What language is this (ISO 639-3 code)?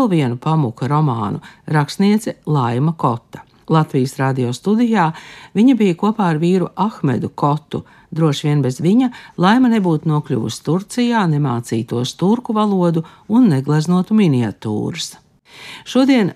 lav